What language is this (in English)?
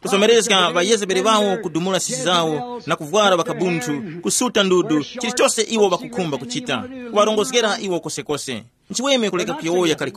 Tumbuka